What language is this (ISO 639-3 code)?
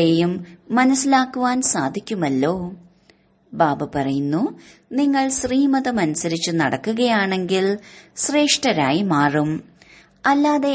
mal